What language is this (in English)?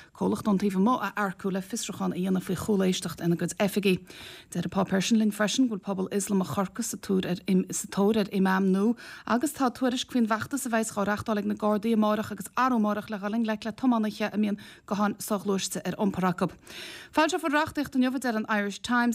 Irish